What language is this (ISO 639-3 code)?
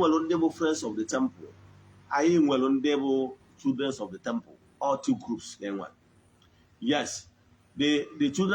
ibo